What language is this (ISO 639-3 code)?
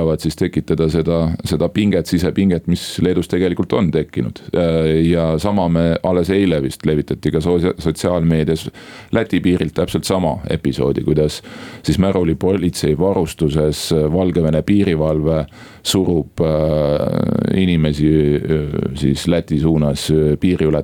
est